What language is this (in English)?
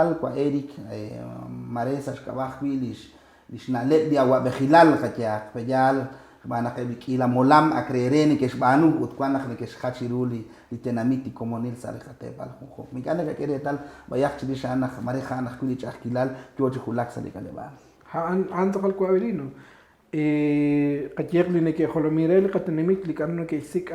Kekchí